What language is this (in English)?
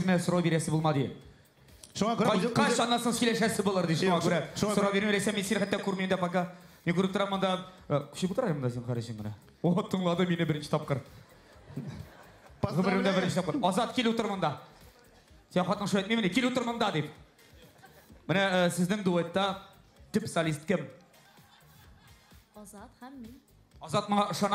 Tatar